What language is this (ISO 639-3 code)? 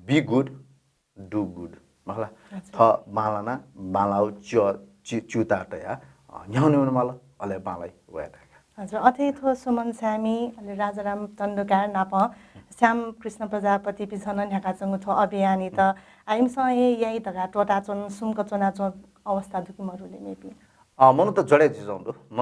new